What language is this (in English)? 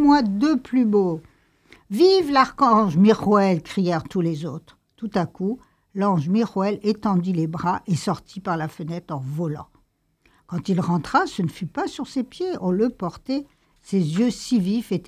French